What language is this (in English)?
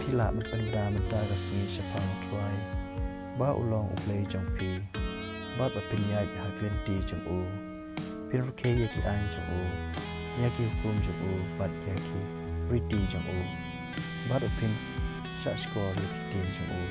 Khasi